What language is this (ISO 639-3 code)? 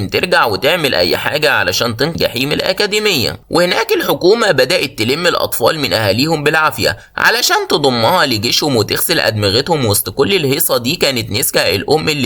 arz